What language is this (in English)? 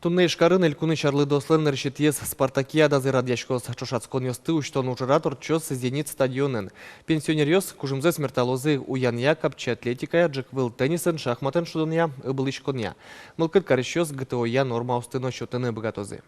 Udmurt